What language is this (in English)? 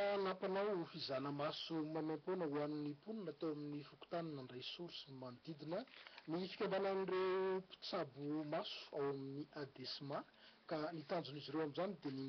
Malagasy